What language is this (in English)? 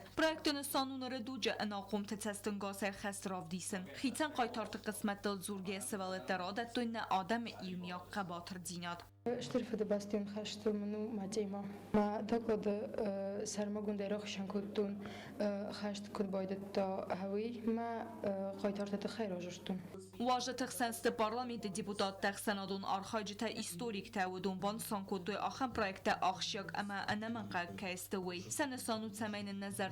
Ossetic